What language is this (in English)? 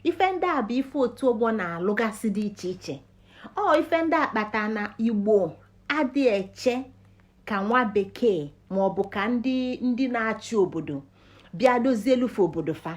Igbo